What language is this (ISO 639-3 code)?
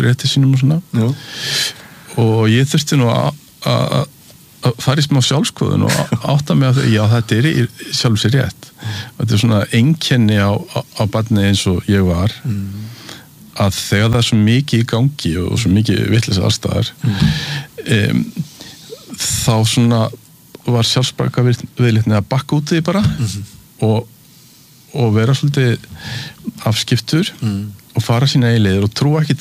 isl